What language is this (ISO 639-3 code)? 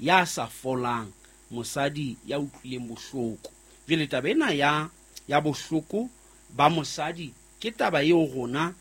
sot